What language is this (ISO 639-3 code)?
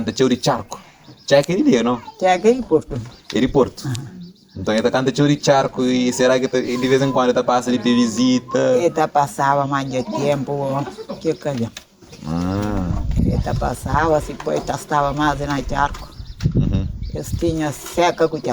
kea